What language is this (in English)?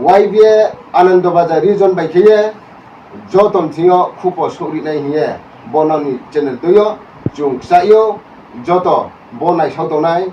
Riang (India)